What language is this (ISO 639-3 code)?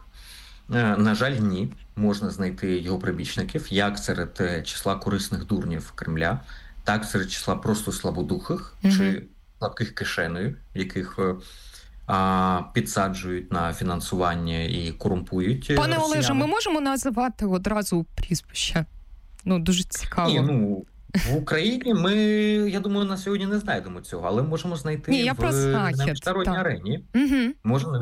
ukr